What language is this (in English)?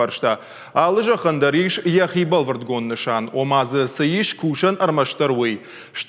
Ossetic